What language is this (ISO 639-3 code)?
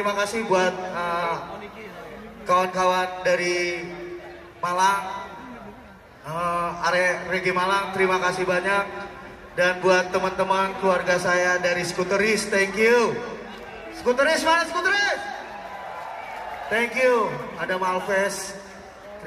ind